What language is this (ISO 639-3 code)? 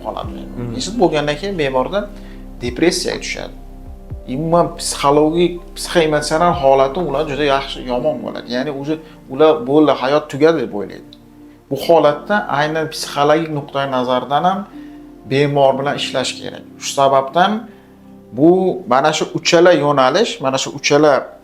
uzb